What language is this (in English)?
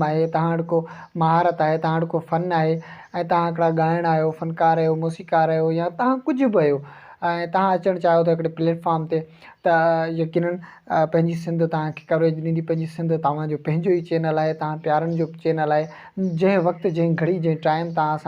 Sindhi